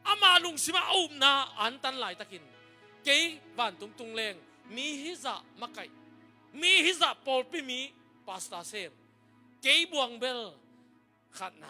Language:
Tedim Chin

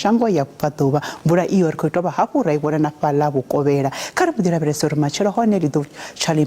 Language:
Venda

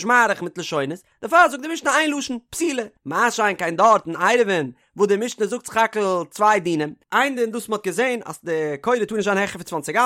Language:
Yiddish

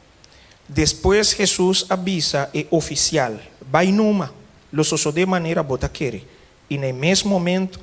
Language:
Papiamento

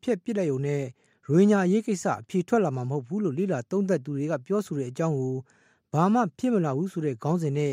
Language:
Burmese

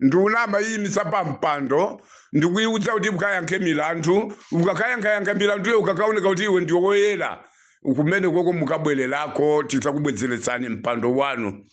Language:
Nyanja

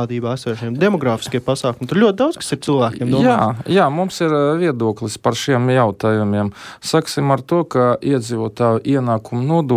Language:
Latvian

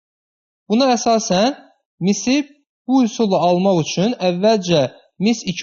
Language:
Azerbaijani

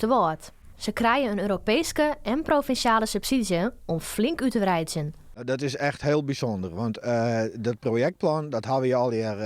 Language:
Western Frisian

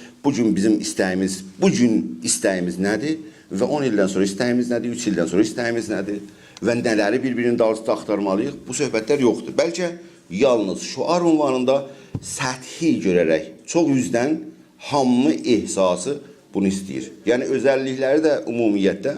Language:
South Azerbaijani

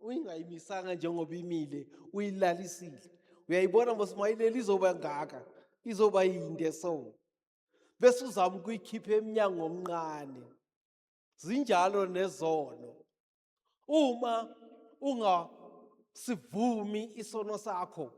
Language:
Zulu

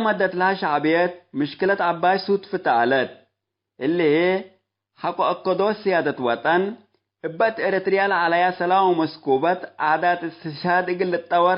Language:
Tigre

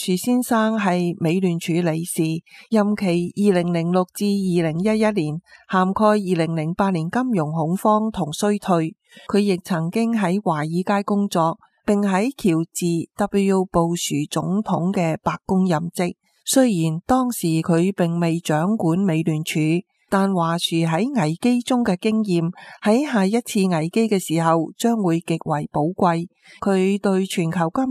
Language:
Cantonese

